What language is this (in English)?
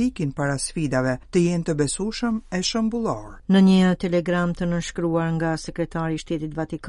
Albanian